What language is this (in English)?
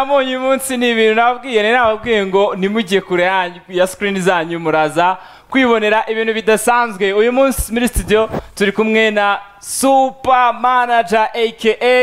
Kinyarwanda